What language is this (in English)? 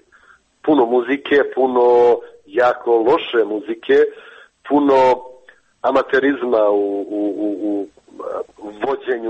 Croatian